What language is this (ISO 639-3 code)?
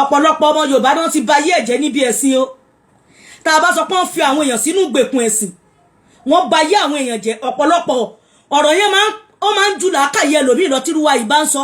yor